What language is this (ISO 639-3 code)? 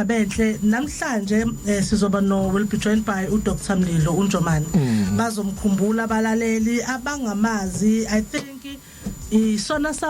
zul